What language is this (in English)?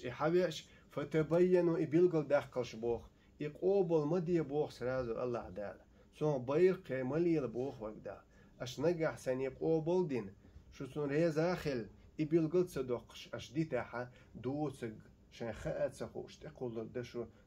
Chechen